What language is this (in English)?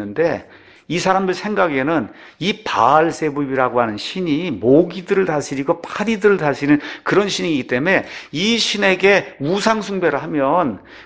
Korean